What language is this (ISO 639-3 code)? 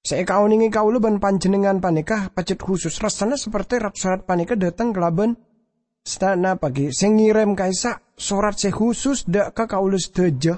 mad